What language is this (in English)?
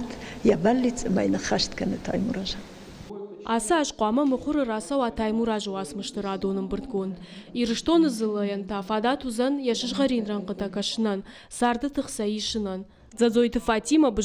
Ossetic